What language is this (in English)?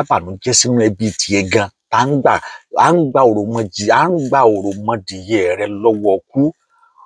Yoruba